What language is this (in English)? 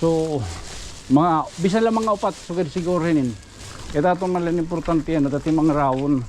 Waray